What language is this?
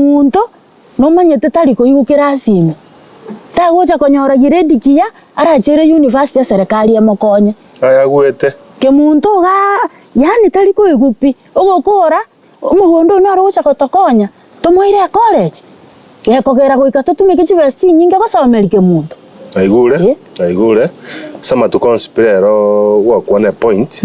Gusii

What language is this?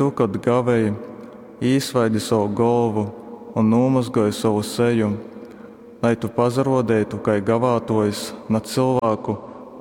Latgalian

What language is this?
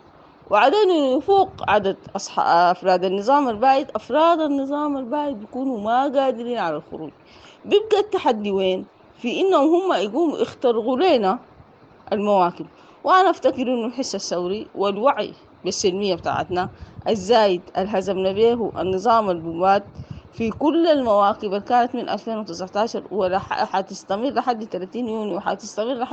Sudanese Arabic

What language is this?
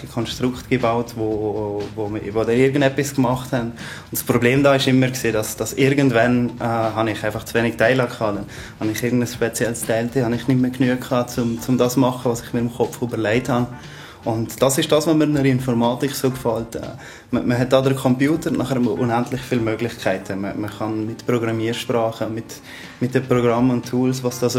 Swiss German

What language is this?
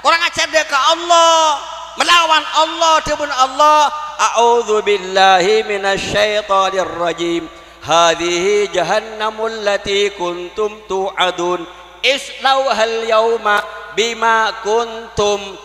Madurese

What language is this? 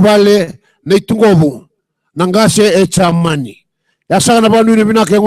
Fijian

